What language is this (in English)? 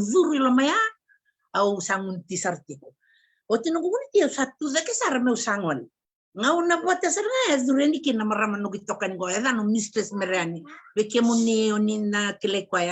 Fijian